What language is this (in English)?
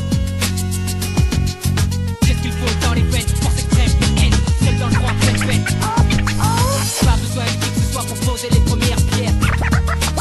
French